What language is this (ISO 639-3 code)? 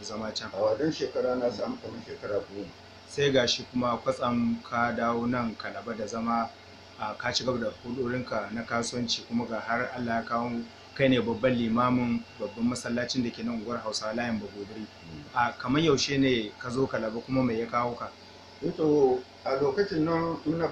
hau